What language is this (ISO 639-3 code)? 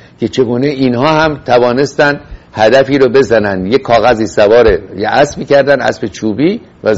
fas